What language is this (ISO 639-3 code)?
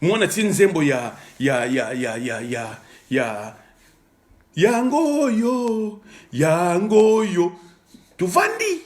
lin